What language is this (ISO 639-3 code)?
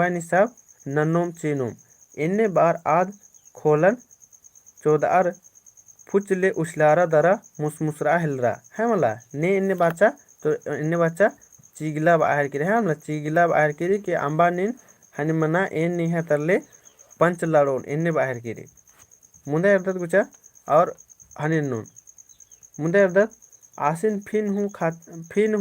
kru